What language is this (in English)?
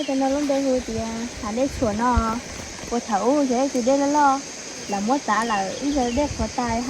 Hmong